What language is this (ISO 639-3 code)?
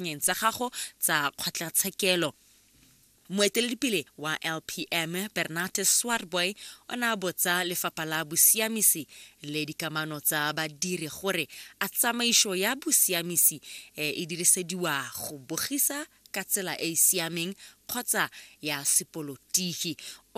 tsn